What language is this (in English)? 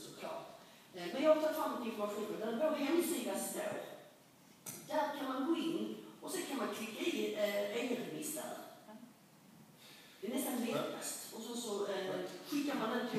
Swedish